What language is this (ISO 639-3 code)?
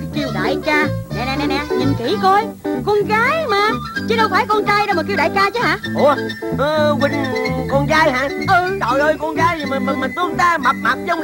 vie